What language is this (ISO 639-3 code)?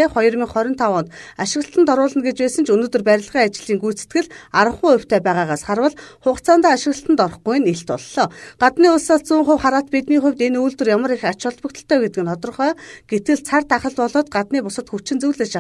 mon